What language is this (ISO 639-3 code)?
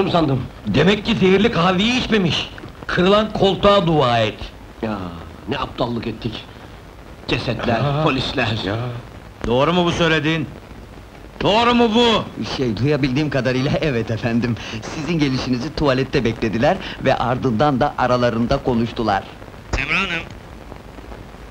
tur